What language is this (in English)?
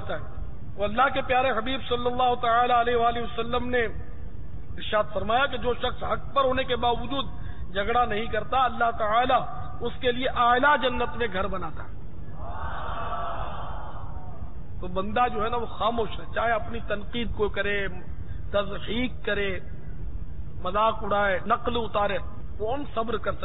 Urdu